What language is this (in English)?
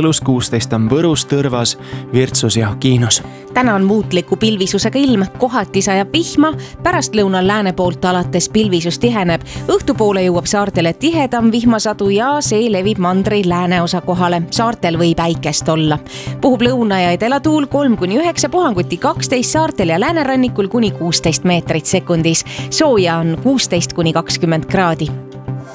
Estonian